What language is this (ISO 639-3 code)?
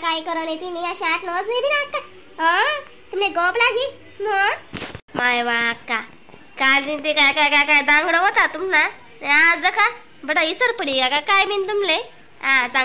khn